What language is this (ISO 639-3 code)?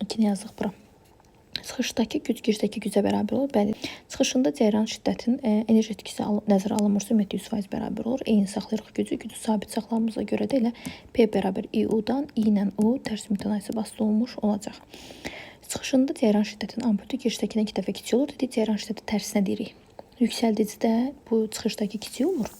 aze